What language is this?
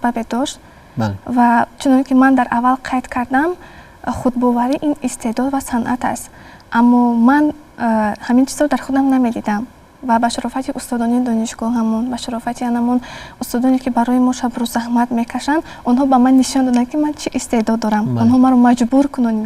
Tajik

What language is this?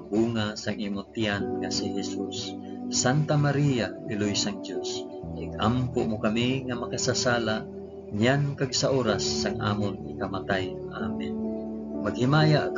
Hiligaynon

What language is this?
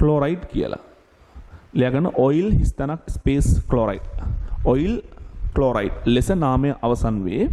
Sinhala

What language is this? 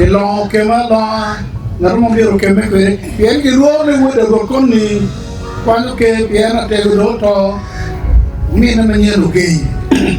Acoli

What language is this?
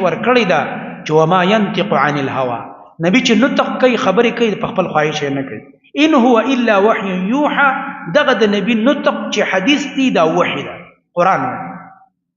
Pashto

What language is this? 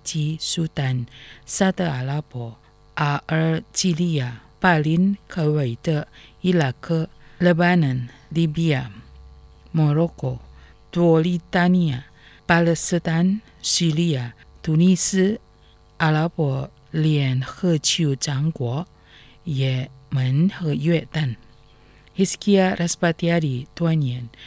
Chinese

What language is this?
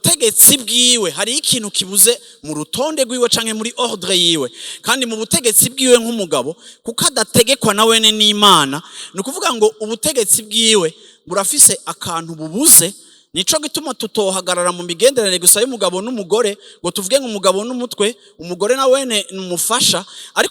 Rundi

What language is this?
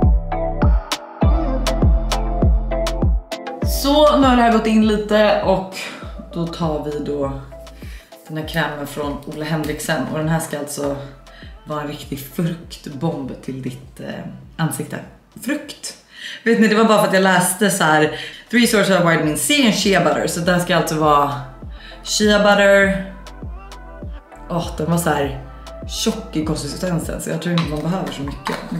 Swedish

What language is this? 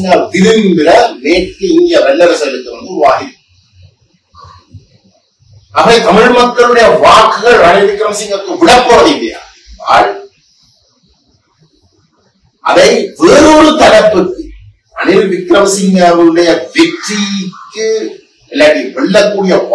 Tamil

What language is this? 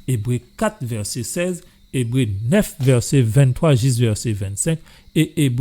Guadeloupean Creole French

